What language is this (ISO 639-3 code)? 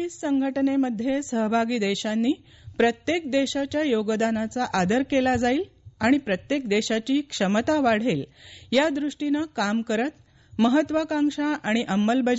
mar